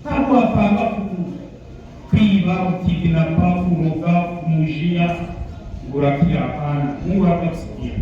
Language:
Kinyarwanda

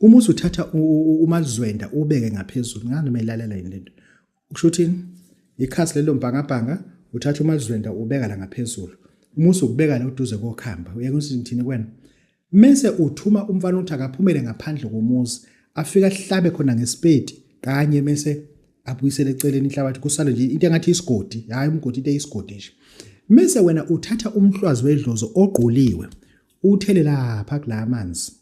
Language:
Zulu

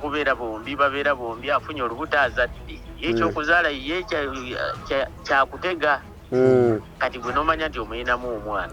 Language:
Ganda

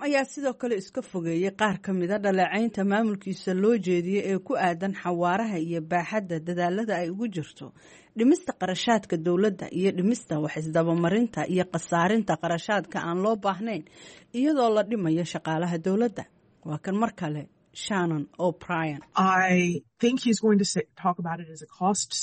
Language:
Somali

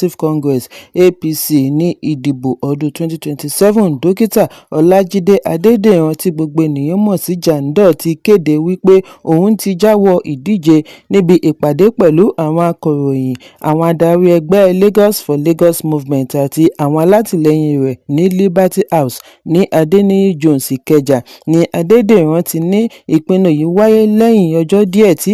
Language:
Yoruba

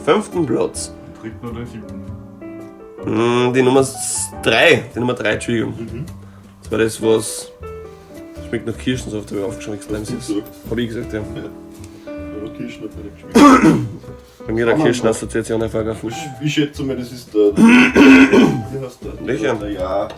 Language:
Bavarian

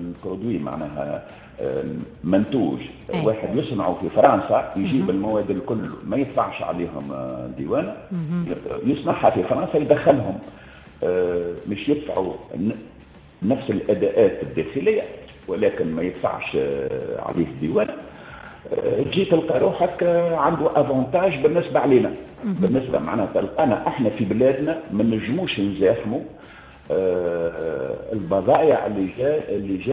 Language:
Tunisian Arabic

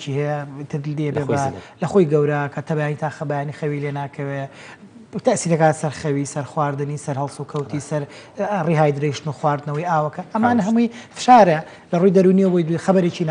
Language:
Central Kurdish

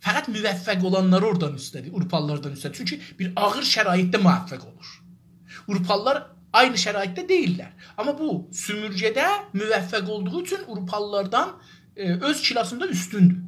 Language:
South Azerbaijani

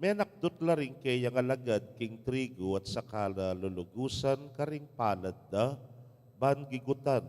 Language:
Pampanga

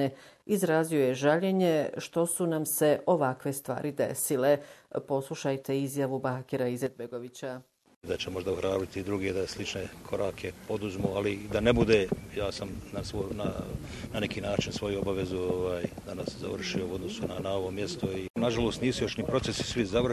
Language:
Bosnian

